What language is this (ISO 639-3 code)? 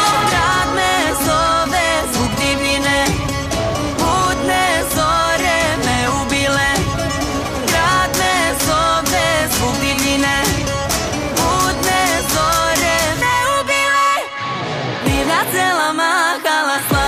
srp